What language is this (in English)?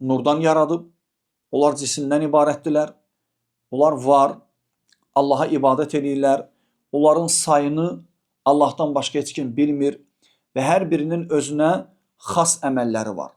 Azerbaijani